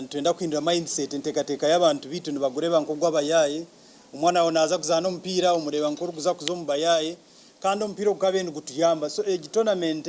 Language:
Nyankole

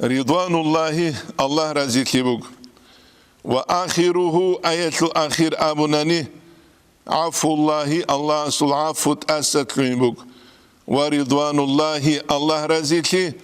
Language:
Avaric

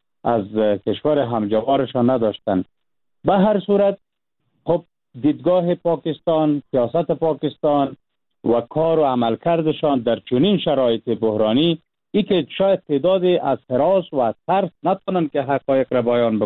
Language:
Persian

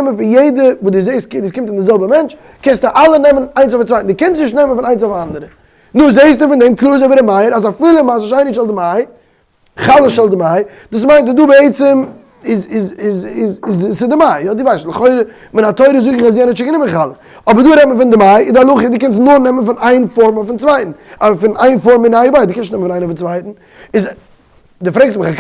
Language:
Yiddish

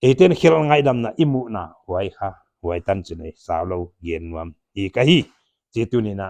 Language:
Paite Chin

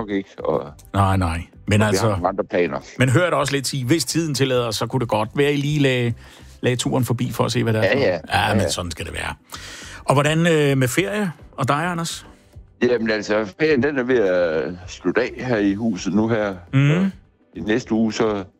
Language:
Danish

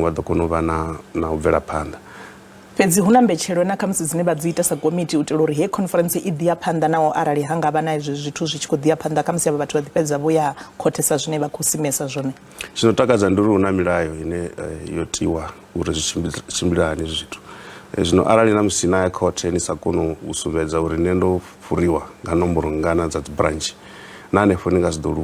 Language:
Venda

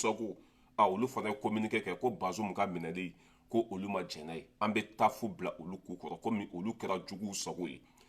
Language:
Bambara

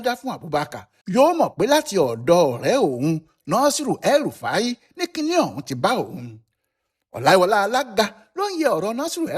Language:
Yoruba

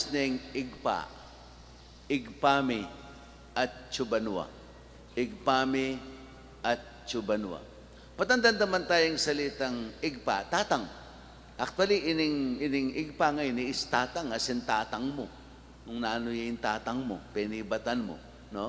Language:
Pampanga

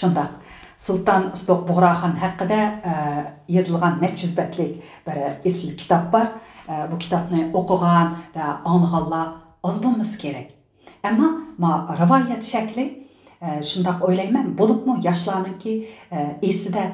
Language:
Uyghur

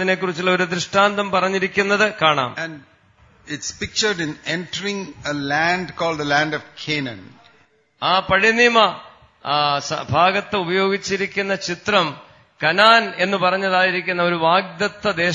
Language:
Malayalam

